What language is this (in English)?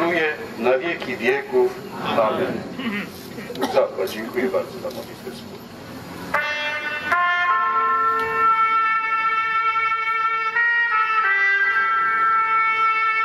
Polish